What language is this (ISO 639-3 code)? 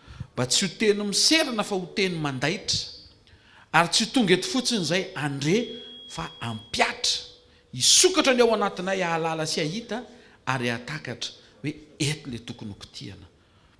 mlg